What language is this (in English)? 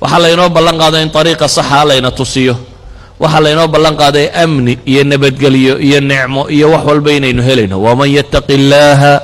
Somali